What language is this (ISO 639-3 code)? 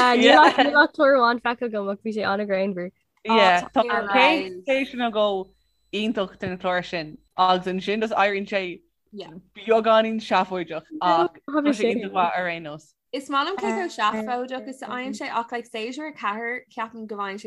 gle